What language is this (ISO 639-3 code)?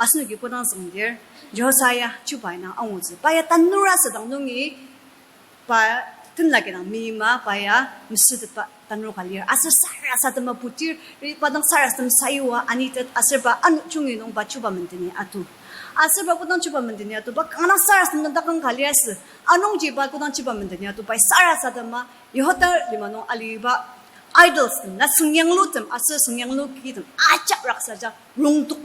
njo